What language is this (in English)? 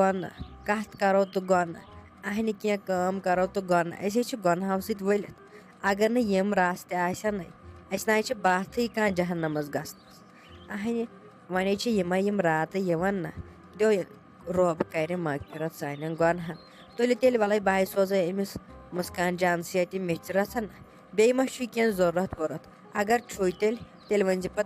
Kashmiri